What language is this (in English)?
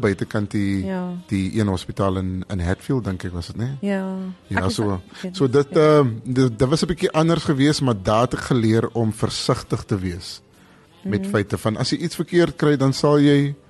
Afrikaans